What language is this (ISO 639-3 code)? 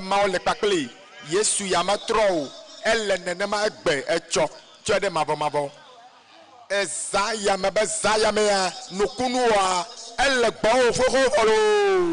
ewe